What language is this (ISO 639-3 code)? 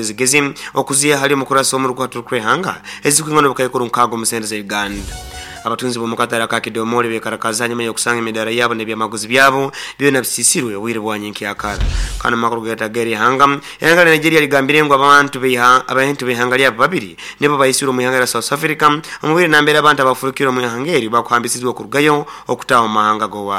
nyn